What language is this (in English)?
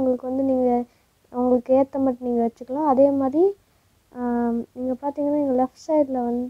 Tamil